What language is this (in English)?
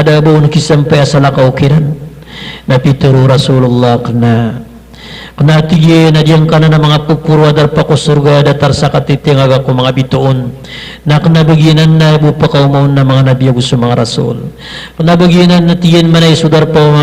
Maranao